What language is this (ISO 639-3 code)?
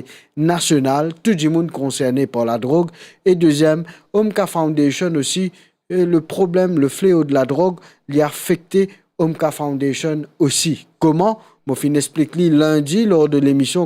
mfe